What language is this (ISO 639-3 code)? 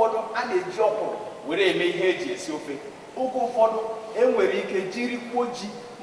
ibo